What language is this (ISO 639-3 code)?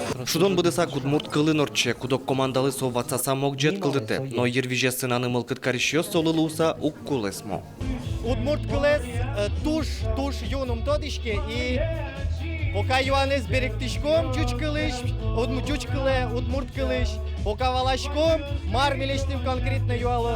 udm